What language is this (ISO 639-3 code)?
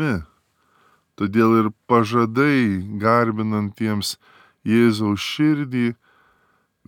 lit